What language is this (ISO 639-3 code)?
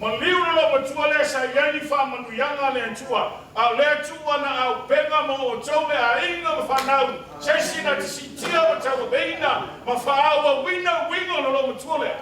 smo